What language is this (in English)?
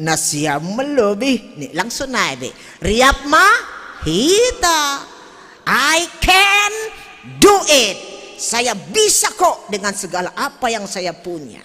Batak Simalungun